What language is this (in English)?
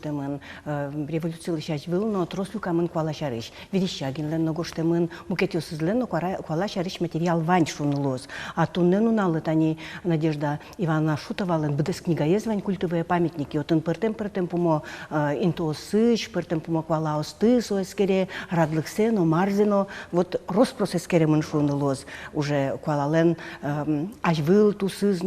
Udmurt